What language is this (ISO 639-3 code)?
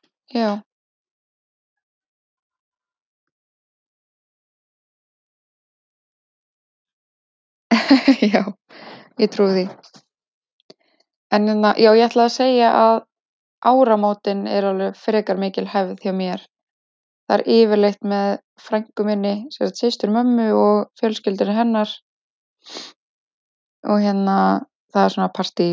isl